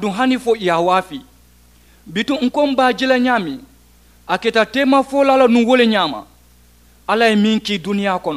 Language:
Mandingo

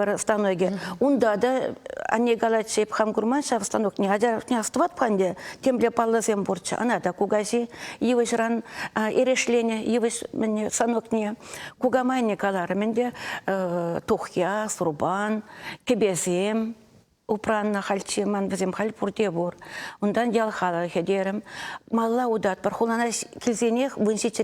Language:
Chuvash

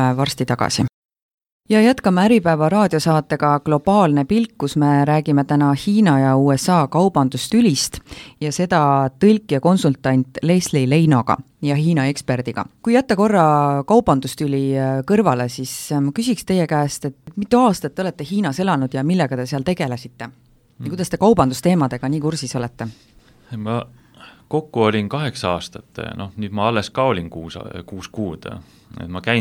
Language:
Estonian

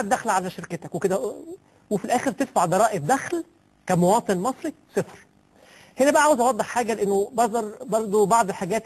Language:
Egyptian Arabic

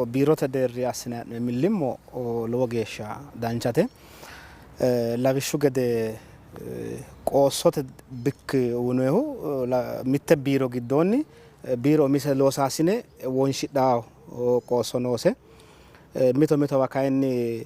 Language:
Sidamo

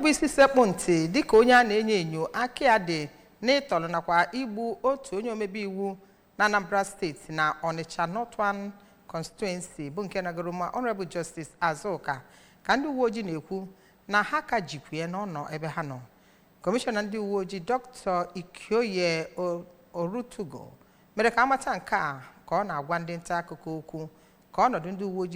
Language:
Igbo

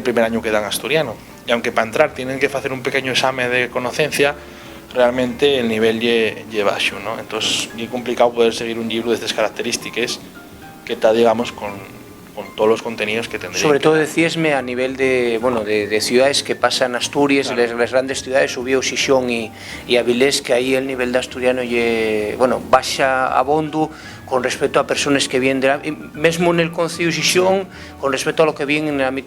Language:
Asturian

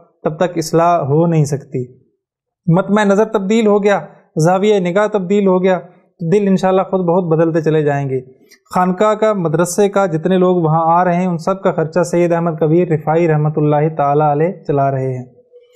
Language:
Urdu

